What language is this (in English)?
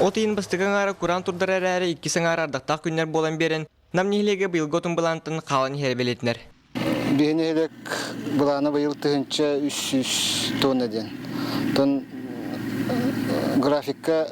Yakut